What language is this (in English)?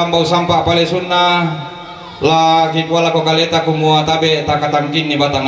Toraja-Sa'dan